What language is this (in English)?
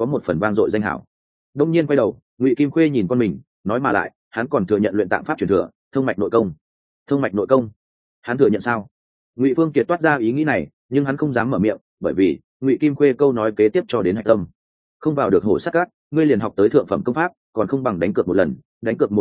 Vietnamese